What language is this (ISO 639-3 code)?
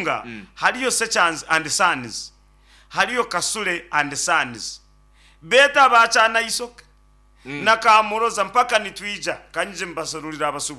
nyn